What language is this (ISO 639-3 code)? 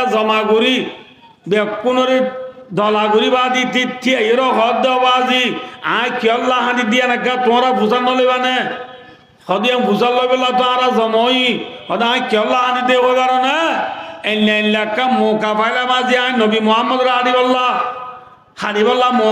rhg